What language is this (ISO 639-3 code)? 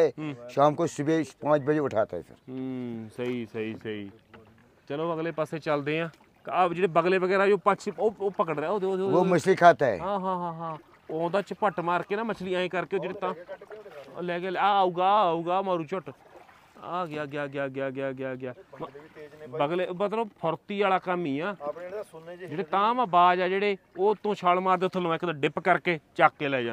pan